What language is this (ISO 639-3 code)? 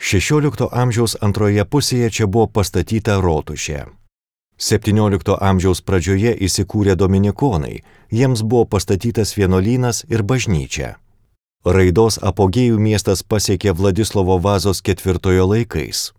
lit